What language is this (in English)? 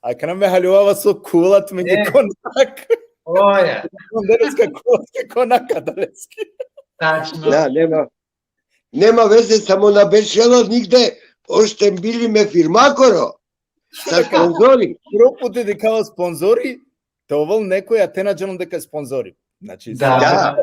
Balkan Romani